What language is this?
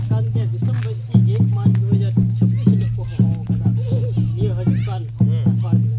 Santali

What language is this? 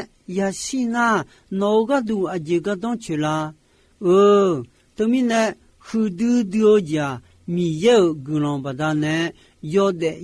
Akha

